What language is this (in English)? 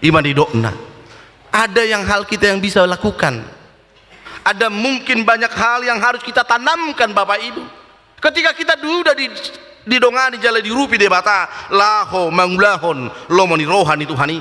Batak Toba